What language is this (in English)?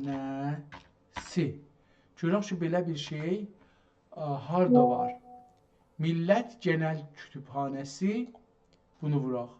South Azerbaijani